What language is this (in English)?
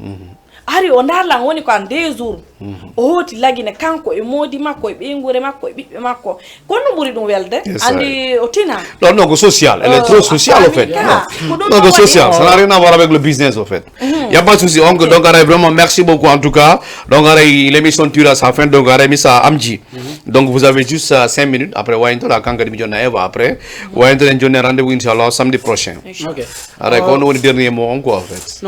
Fula